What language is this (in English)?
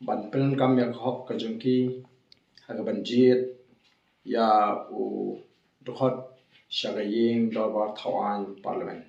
Khasi